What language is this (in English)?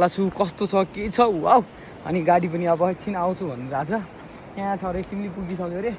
Nepali